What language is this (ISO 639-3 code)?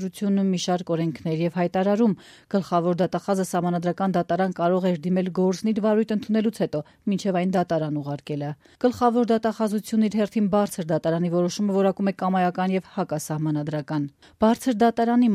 hye